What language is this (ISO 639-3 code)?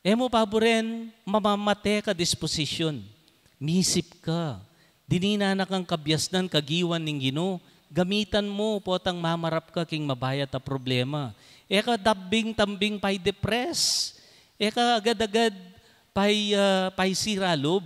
pam